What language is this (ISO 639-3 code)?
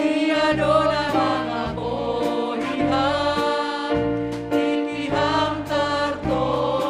bts